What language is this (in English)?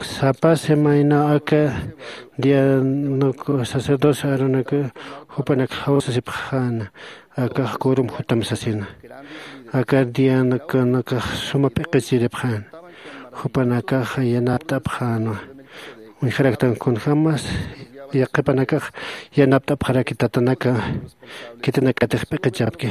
Aymara